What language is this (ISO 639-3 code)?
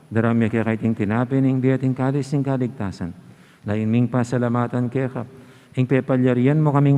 pam